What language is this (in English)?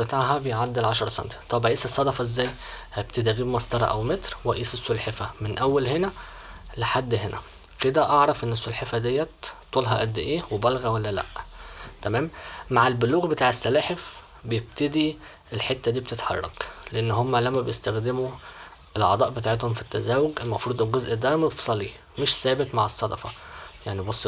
Egyptian Arabic